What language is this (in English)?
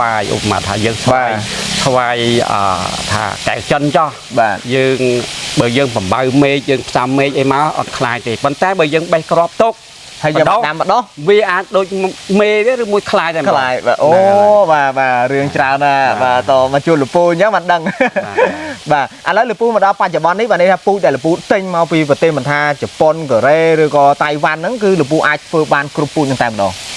Khmer